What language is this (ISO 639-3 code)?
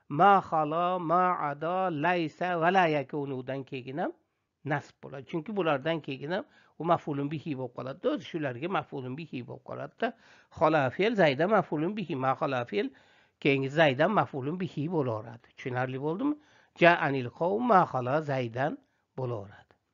uzb